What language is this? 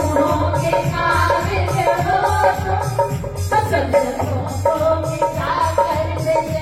Hindi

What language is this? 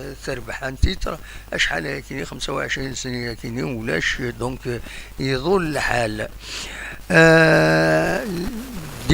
Kabyle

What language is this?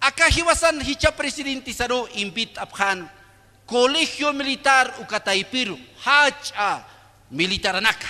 Aymara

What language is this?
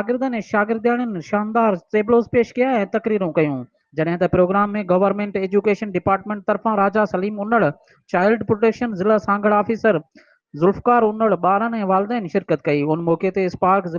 Sindhi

